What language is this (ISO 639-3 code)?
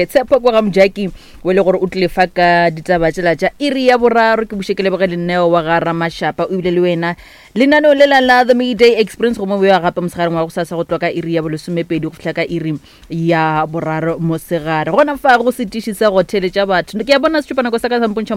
nso